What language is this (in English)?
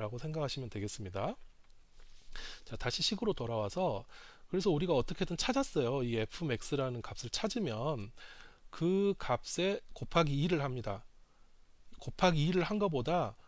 Korean